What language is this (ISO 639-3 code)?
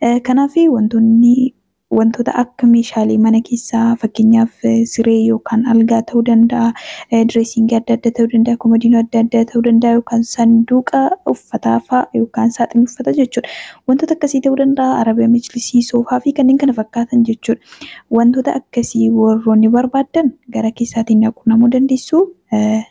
orm